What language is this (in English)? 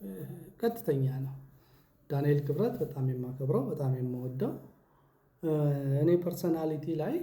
Amharic